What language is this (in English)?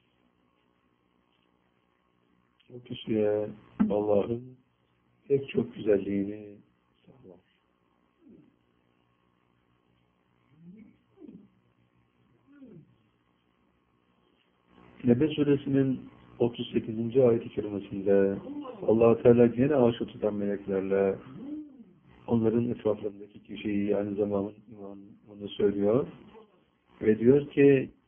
Turkish